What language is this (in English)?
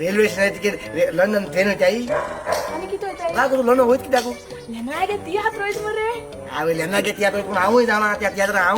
Konkani